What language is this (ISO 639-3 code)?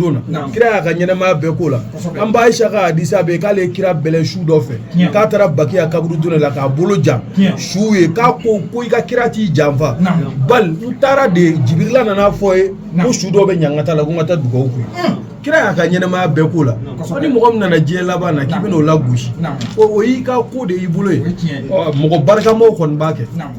bam